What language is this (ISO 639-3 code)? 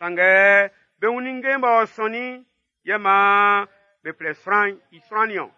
bci